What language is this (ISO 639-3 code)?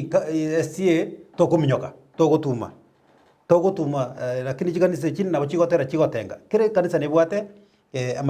guz